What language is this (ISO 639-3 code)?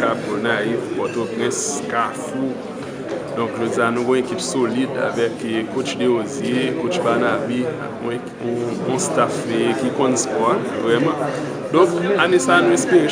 hat